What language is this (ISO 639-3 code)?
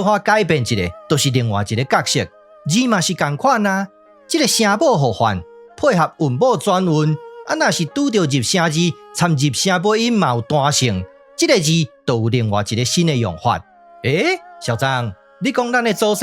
nan